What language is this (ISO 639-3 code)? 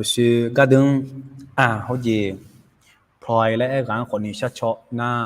ahk